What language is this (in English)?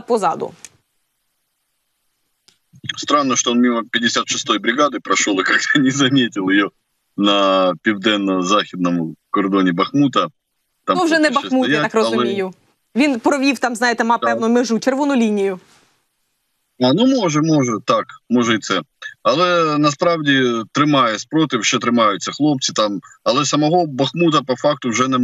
Ukrainian